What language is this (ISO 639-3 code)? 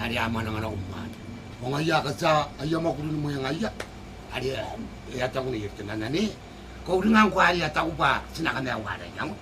gil